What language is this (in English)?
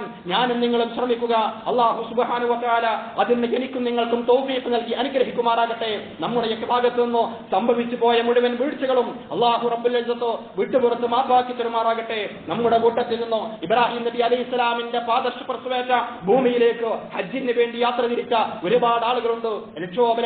Malayalam